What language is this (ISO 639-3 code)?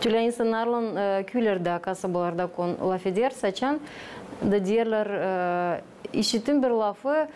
gag